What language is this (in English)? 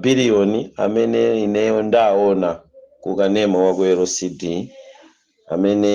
Nyanja